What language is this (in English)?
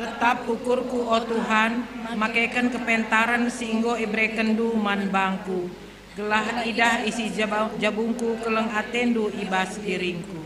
Batak Karo